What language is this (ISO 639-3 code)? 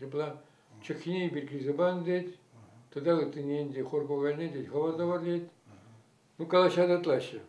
chv